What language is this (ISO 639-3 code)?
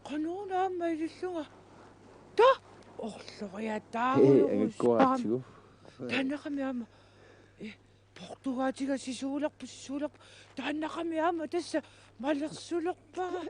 kal